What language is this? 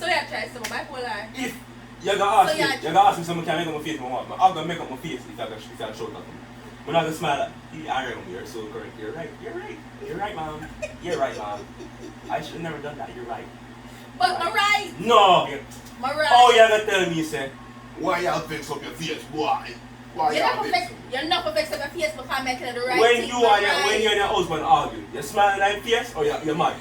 Jamaican Creole English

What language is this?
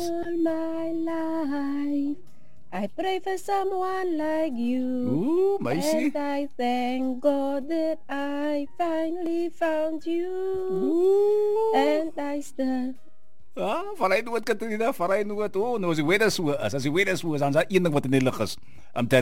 Afrikaans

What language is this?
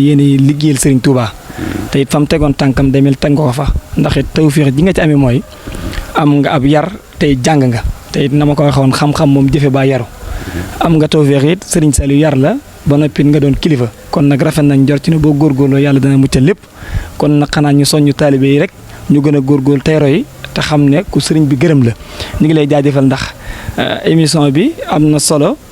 Wolof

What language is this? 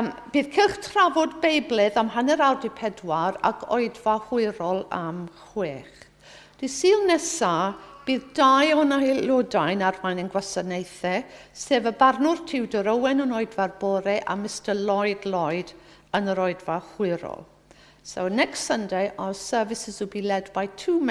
Welsh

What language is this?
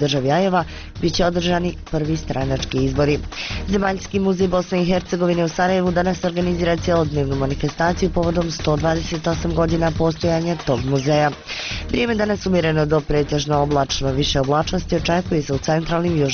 Bosnian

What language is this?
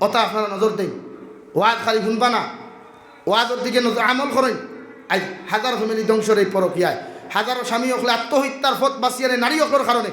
Sylheti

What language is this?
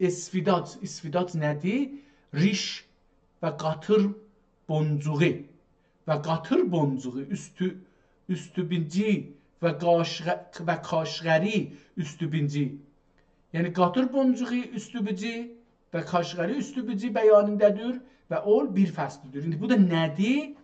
South Azerbaijani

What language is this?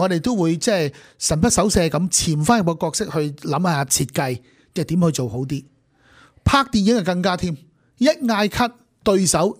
Cantonese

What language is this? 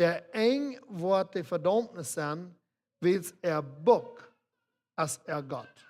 Plautdietsch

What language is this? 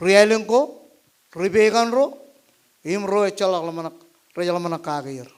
Marshallese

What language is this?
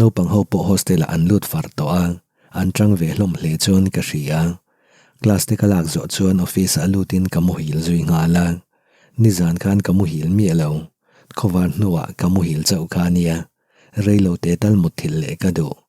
Mizo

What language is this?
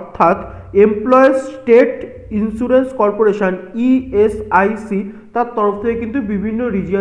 Bangla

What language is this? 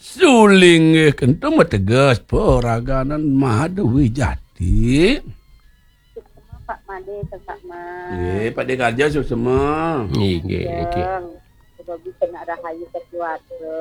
Balinese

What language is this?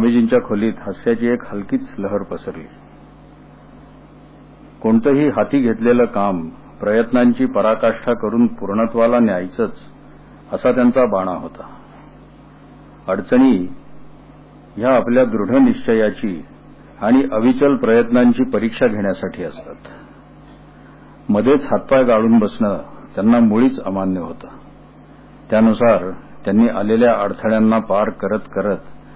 Marathi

